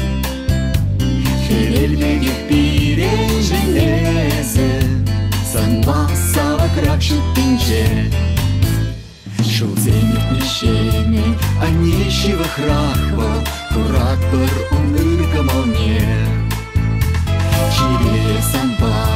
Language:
Chuvash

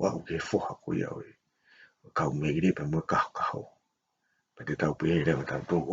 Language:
Tongan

